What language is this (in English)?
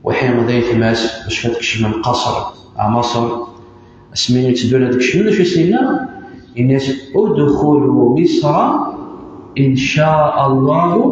Kabyle